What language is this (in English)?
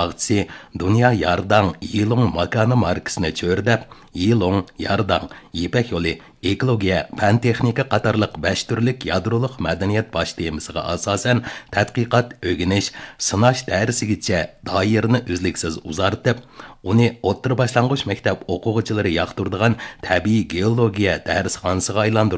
Uyghur